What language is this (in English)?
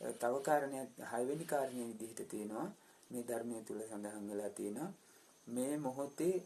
Sinhala